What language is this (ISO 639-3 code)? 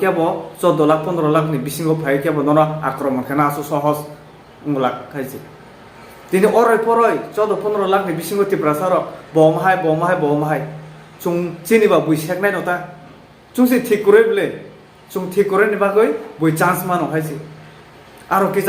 trp